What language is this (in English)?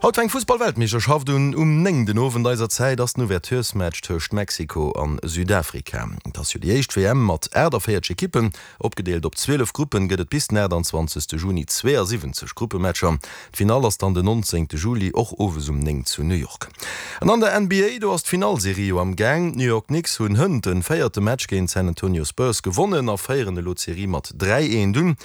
Luxembourgish